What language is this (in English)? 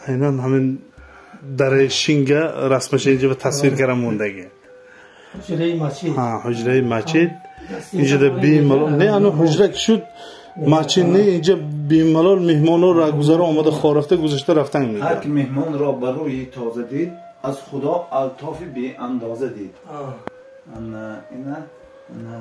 Tajik